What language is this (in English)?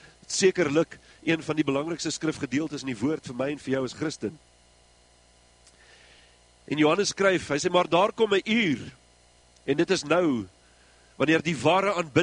Afrikaans